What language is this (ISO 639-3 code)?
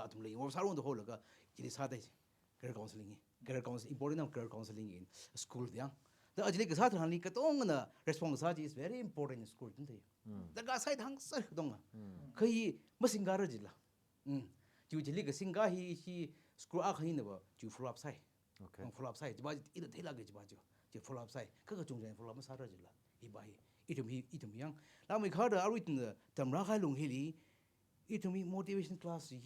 nmf